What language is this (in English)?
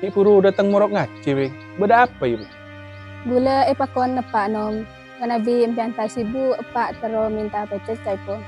Madurese